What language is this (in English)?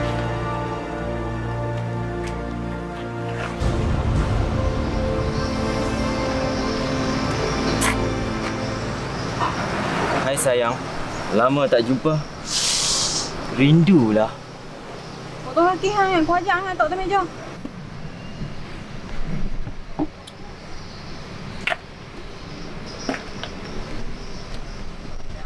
Malay